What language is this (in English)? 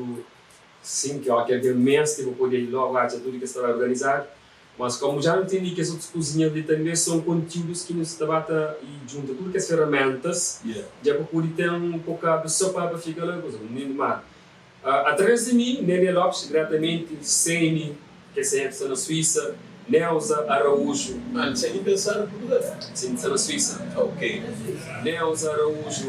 Kabuverdianu